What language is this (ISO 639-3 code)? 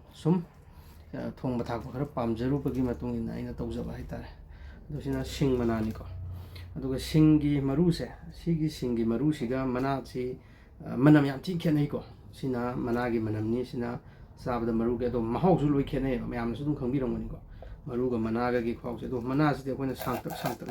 mni